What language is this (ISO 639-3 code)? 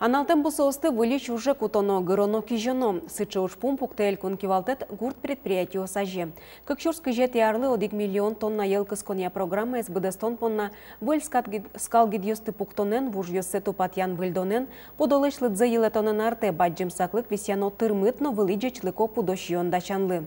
udm